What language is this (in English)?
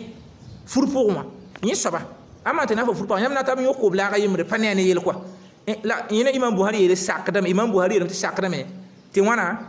Mossi